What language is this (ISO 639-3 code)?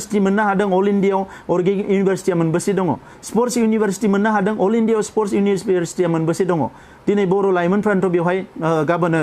brx